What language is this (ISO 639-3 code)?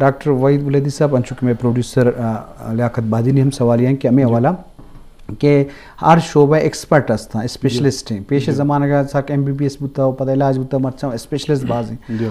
bgp